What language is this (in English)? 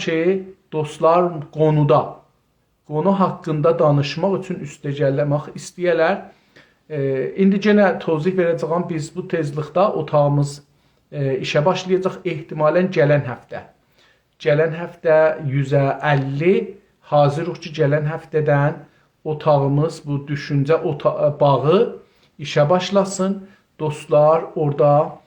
South Azerbaijani